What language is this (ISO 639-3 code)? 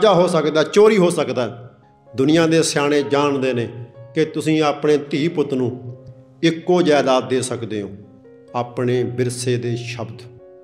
pan